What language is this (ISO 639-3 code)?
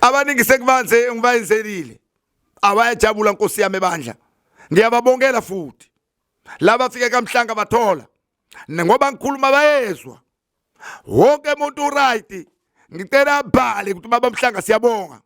zul